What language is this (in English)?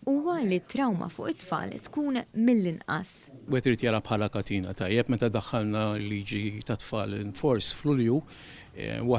Maltese